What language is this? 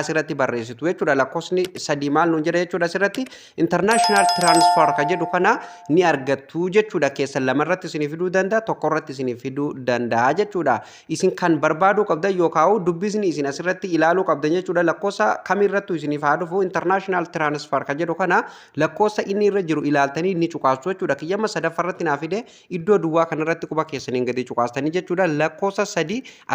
Oromo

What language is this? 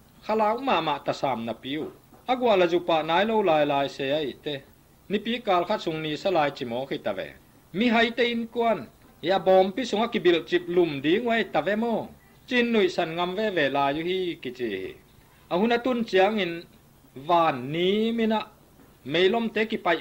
Tedim Chin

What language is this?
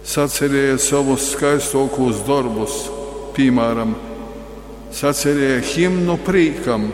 Latgalian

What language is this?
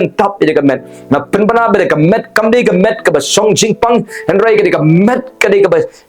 Khasi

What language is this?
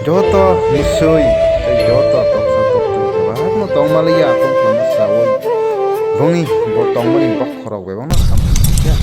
Kok Borok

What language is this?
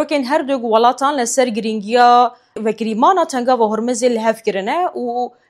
Kurdish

